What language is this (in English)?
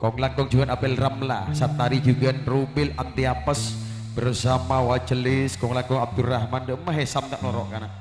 Madurese